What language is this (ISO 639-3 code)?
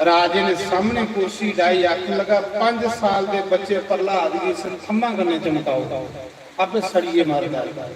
doi